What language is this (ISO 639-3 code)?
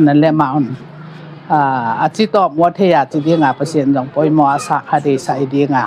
ctd